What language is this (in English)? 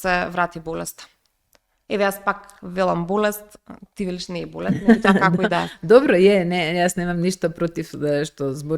Macedonian